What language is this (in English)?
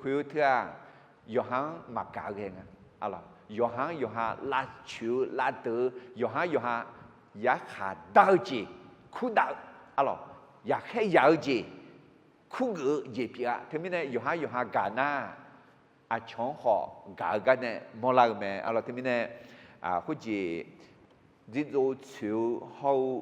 Akha